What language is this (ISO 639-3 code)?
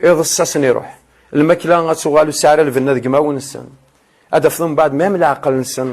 kab